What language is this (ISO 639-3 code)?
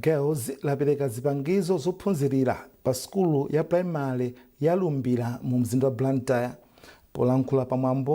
nya